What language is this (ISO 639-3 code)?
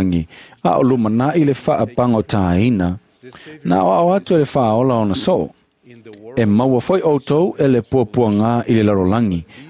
smo